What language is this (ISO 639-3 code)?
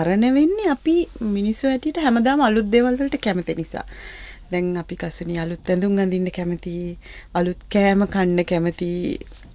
sin